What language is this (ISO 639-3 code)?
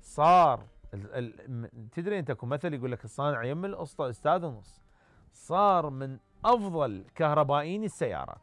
acm